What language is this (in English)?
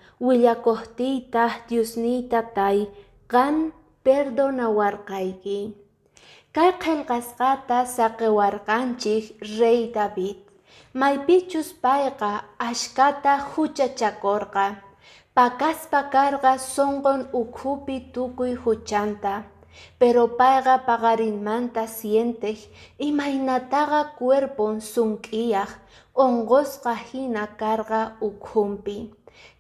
Quechua